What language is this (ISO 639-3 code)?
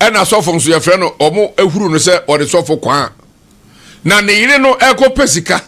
aka